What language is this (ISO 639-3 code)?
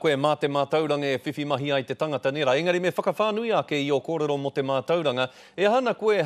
mri